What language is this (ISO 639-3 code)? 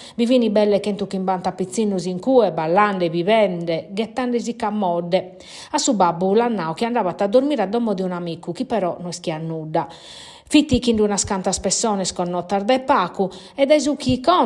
srd